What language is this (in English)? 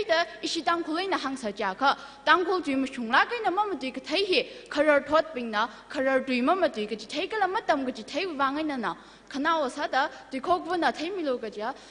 Tangkhul Naga (India)